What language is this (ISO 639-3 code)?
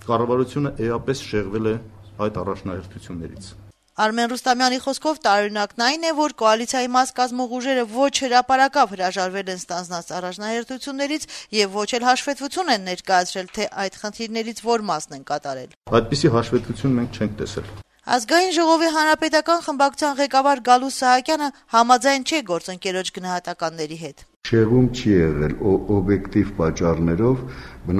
hye